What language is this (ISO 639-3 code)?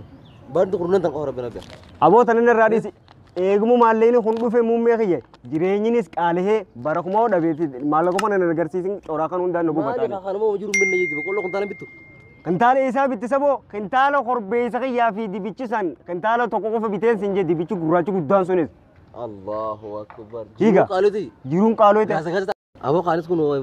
orm